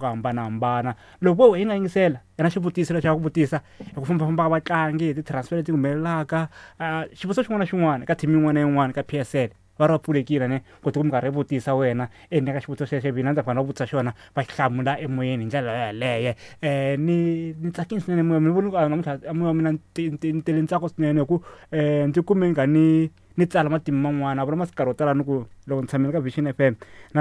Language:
Tsonga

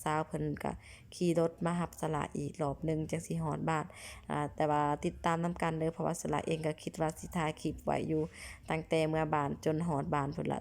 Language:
Lao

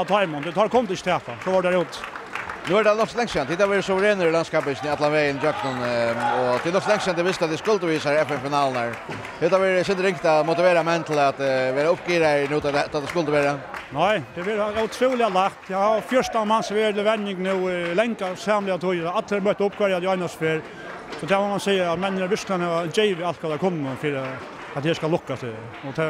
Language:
Faroese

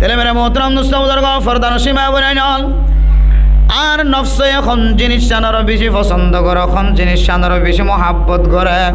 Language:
Rohingya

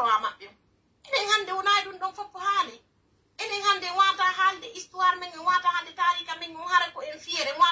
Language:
Pular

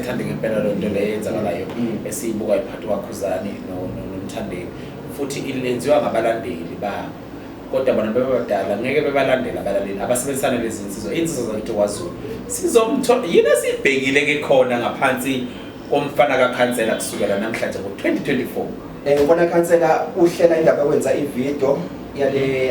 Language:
Zulu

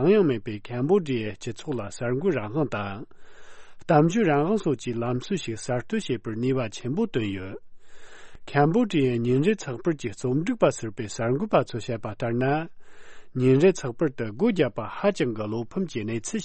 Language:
Tibetan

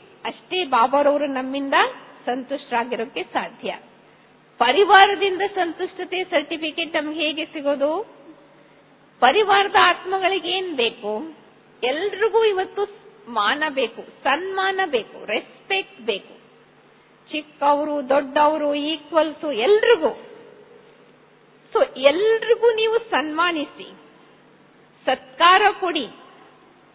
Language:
Kannada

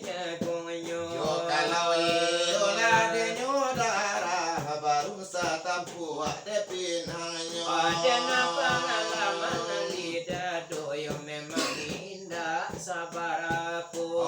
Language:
Minangkabau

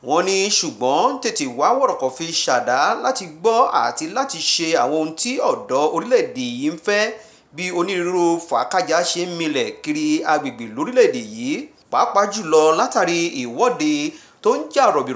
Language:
Yoruba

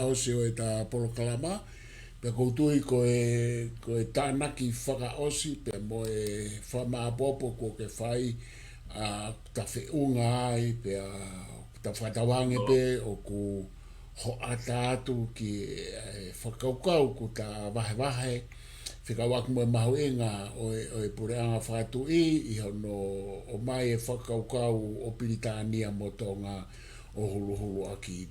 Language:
Tongan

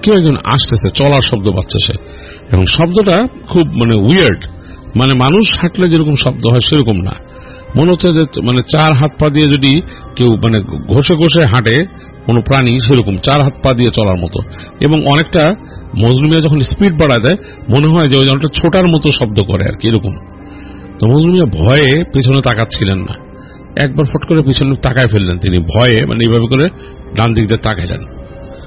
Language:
Bangla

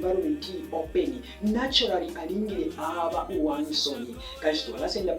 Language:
Bemba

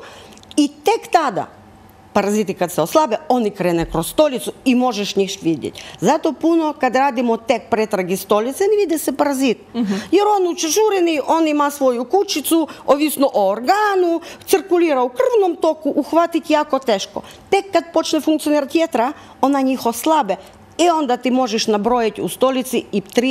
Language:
Croatian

